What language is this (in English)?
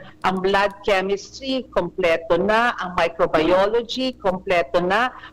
Bikol